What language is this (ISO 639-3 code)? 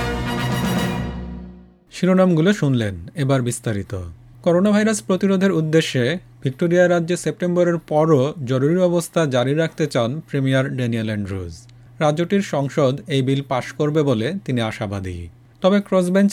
ben